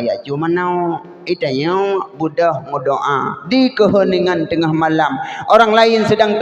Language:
Achinese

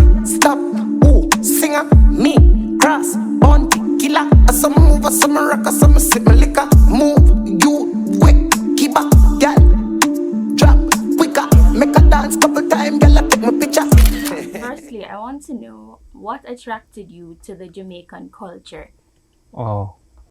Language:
Jamaican Creole English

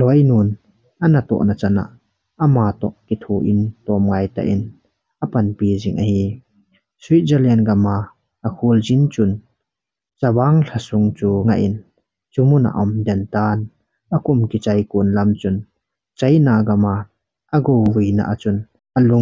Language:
Thado Chin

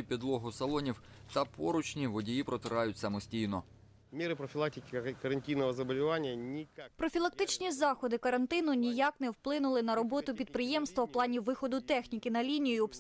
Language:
Ukrainian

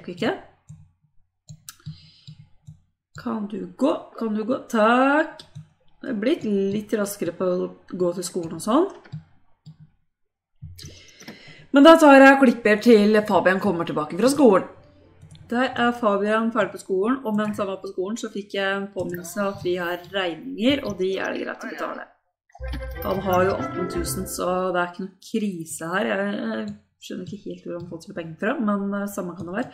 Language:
Norwegian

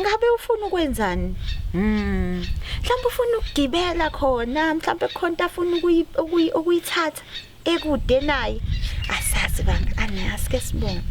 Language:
Zulu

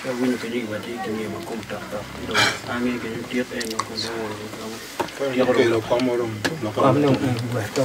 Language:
Acoli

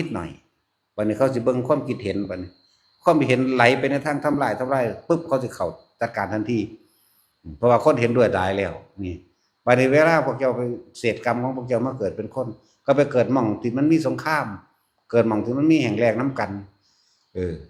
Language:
Northeastern Thai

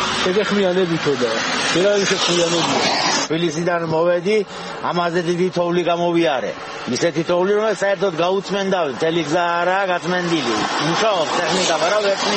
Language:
Georgian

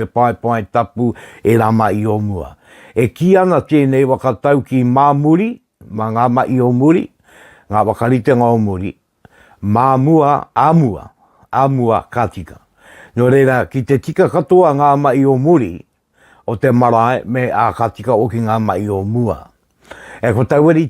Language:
Māori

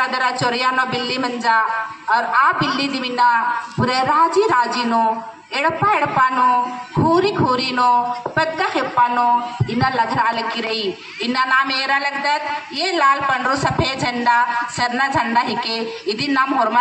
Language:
Kurukh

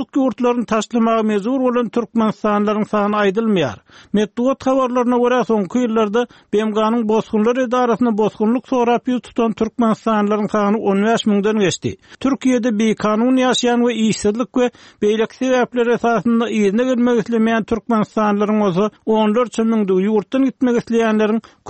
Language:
Turkmen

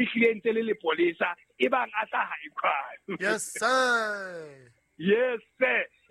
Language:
Southern Sotho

